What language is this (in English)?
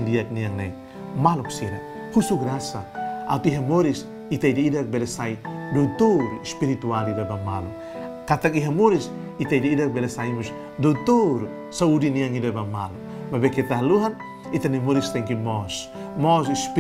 Tetum